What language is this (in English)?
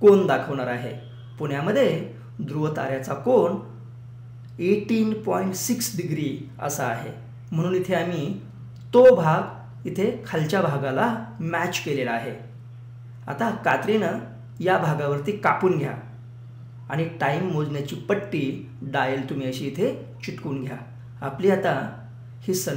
Marathi